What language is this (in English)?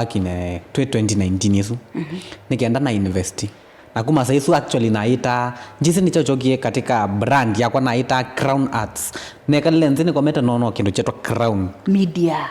Kamba